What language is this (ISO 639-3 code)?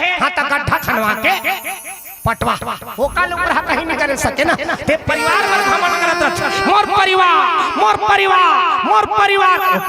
hne